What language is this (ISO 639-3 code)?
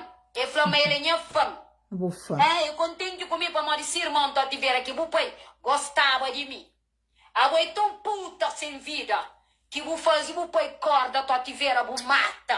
kea